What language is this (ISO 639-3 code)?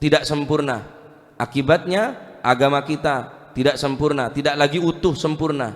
mad